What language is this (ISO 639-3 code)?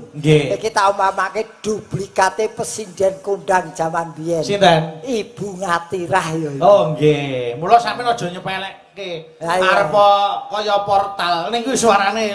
jav